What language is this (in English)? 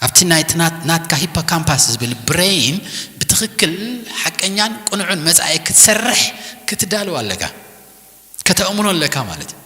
Tigrinya